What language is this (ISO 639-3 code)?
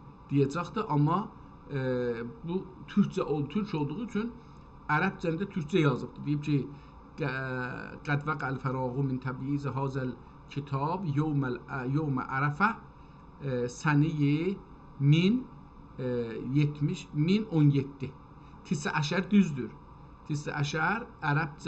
azb